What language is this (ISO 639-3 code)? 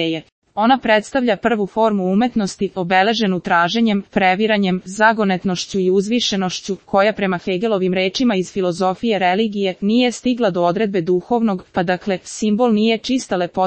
srp